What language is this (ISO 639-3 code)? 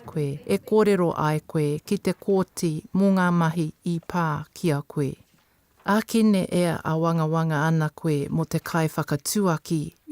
mri